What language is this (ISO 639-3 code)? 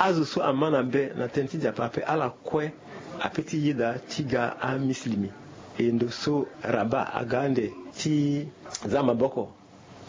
sag